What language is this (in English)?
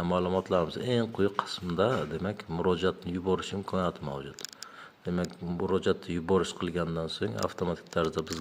Uzbek